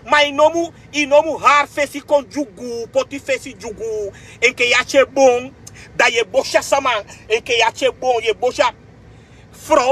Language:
Sranan Tongo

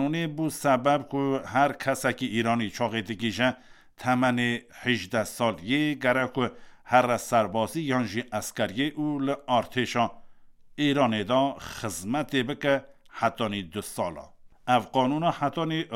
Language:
Kurdish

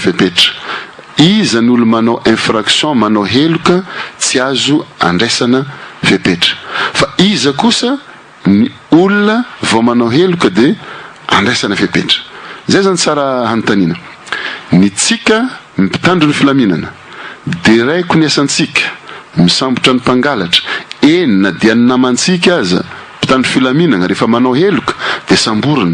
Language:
Malagasy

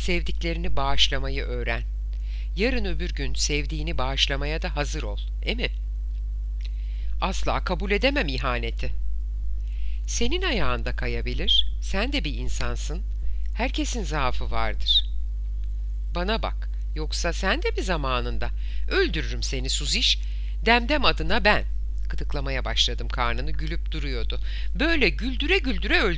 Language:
Turkish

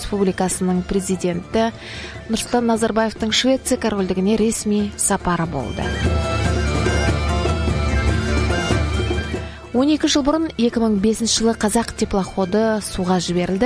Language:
Kazakh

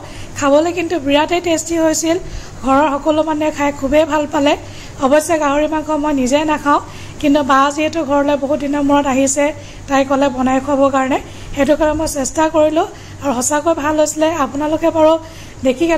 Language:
Assamese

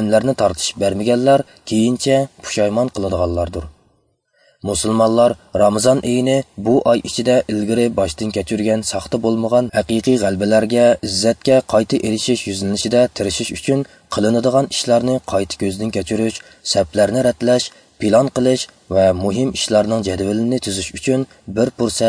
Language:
Uyghur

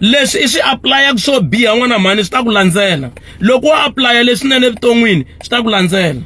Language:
Tsonga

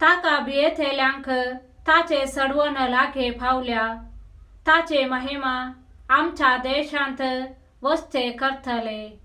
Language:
Konkani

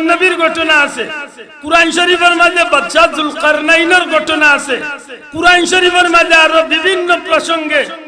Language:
Sylheti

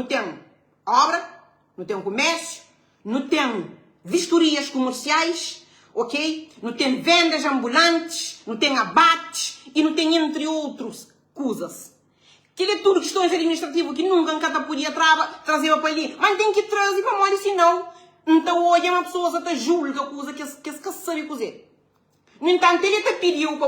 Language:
Kabuverdianu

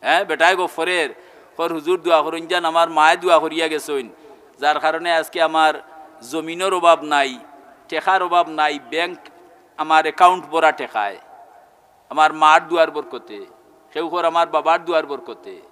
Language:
Sylheti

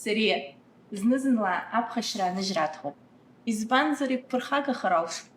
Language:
Abkhazian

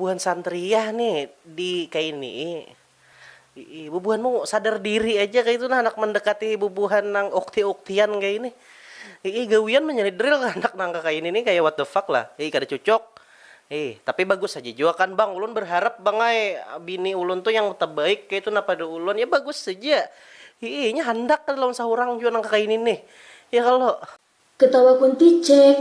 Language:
Banjar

